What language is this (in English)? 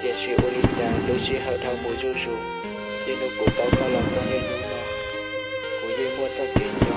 Hmong